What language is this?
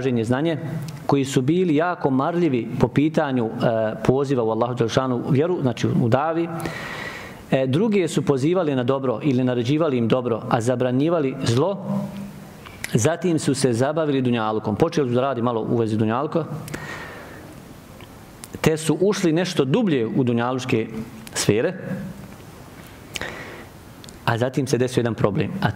Bosnian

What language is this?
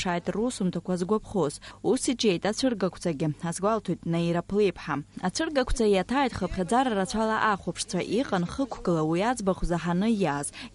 Abkhazian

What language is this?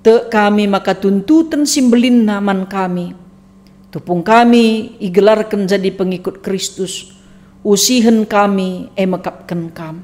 Batak Karo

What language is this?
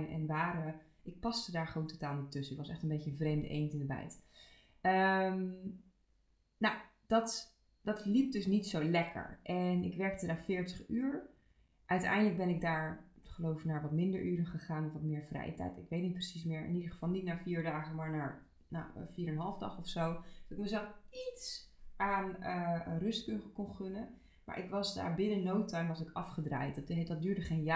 Dutch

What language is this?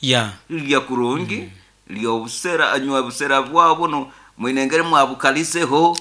Nyoro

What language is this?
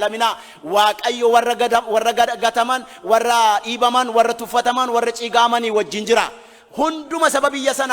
Oromo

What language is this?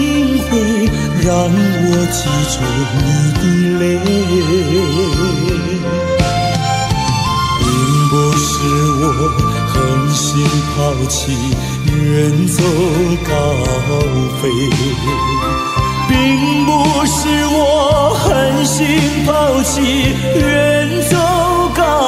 Chinese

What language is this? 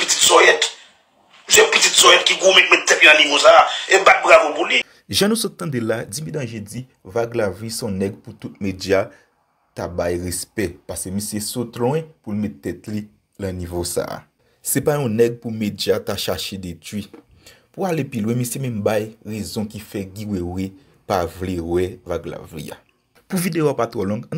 Haitian Creole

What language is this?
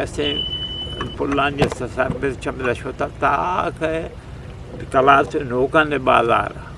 Eastern Balochi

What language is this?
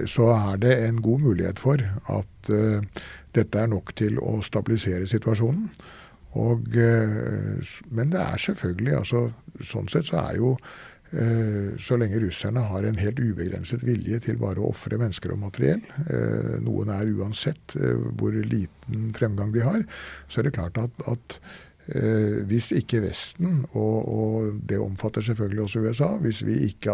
Norwegian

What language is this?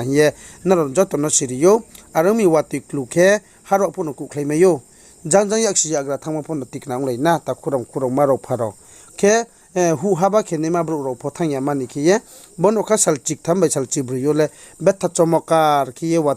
Riang (India)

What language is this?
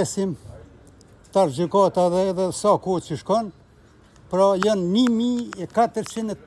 Albanian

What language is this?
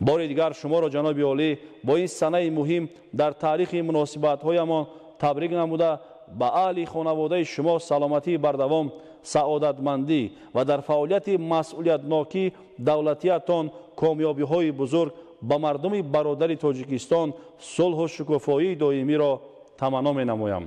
Tajik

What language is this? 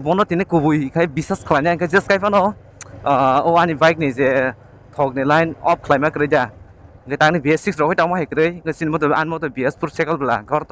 Kok Borok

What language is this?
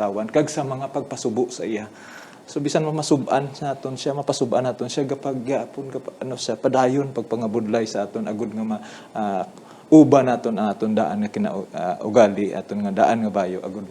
Hiligaynon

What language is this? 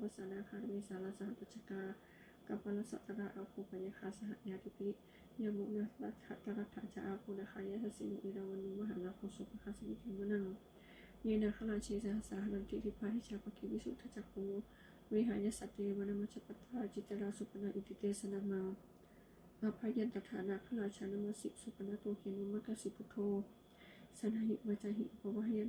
Pali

